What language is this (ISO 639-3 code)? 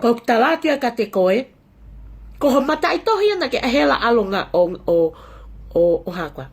ton